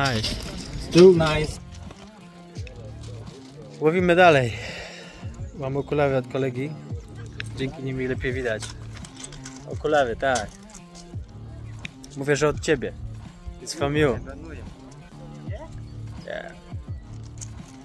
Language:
Polish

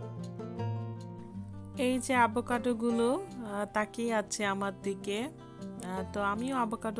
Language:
Bangla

